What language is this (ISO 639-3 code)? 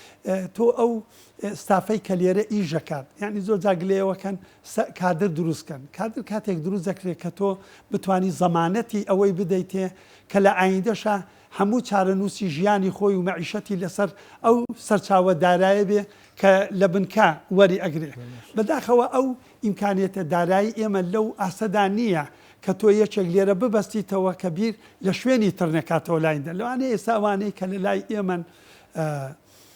ckb